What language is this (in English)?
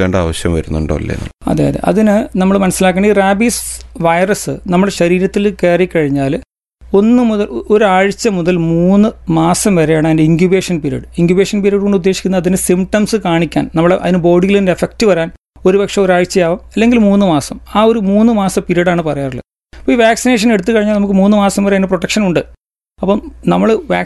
Malayalam